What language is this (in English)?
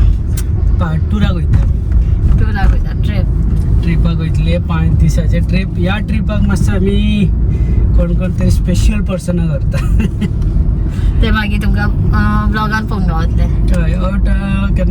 Konkani